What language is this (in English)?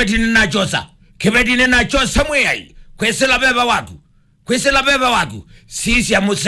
Kamba